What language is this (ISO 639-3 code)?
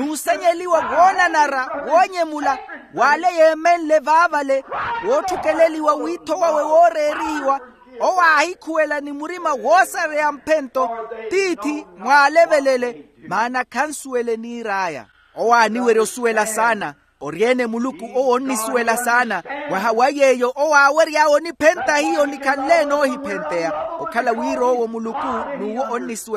vmw